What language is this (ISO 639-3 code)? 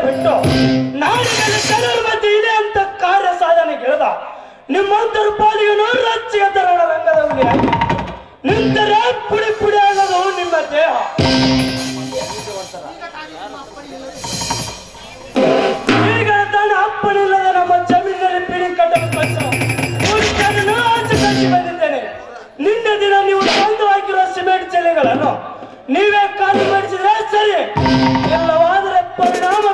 kan